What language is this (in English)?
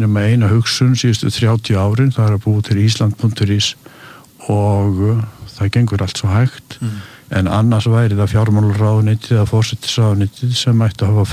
Icelandic